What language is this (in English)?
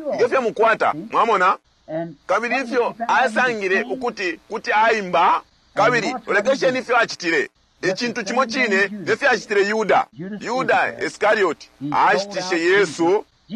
Bemba